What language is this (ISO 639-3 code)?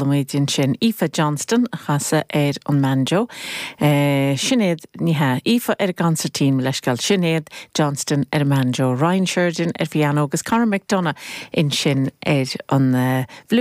gle